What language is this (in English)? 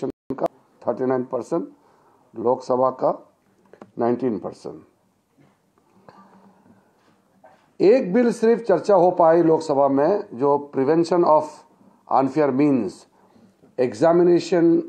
Hindi